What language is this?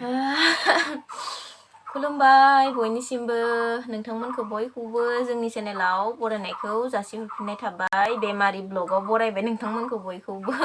Bodo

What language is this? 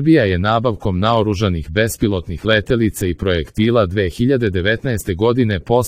Serbian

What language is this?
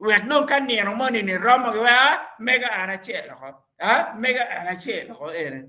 Acoli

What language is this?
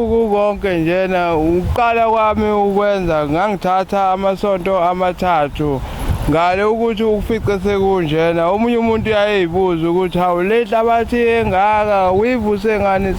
Zulu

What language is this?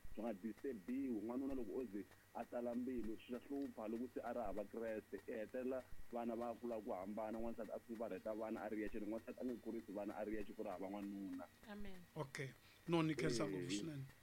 Tsonga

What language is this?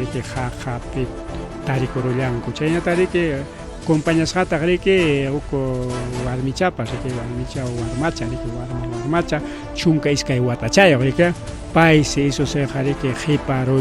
Ayacucho Quechua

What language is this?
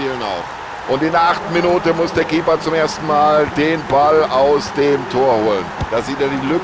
Bavarian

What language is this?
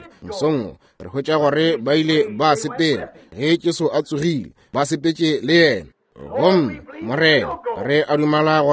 Northern Sotho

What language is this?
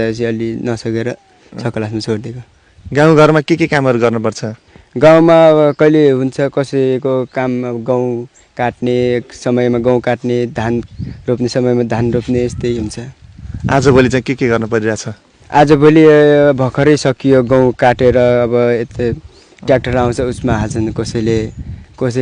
Nepali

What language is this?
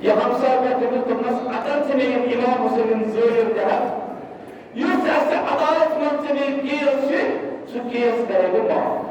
Kashmiri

